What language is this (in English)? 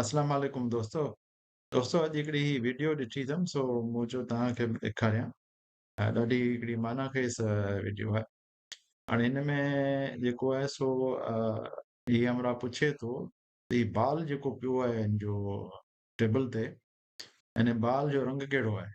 Sindhi